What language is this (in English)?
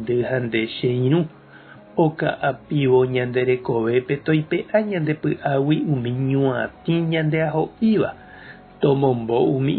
Guarani